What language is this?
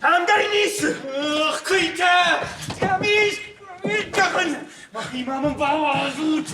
Ossetic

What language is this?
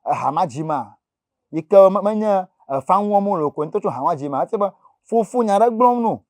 Ewe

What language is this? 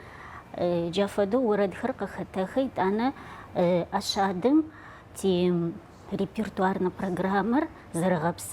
Adyghe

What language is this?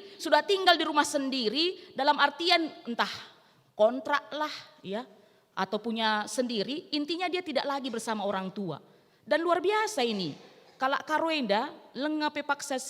Batak Karo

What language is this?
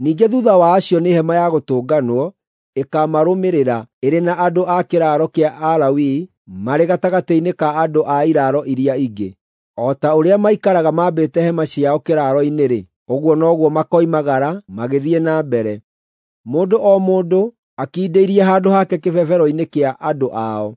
Kikuyu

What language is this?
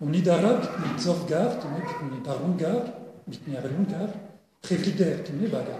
Breton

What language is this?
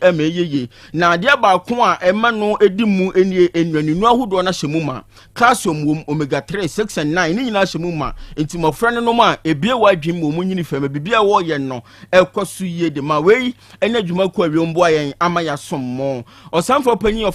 Akan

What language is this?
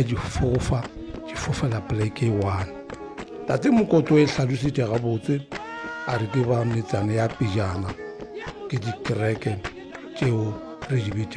Northern Sotho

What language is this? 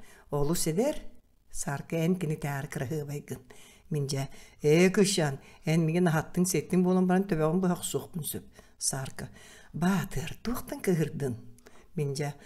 Yakut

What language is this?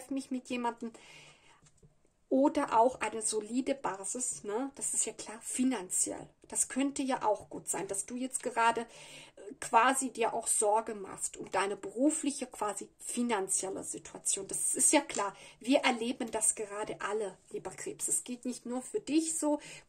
German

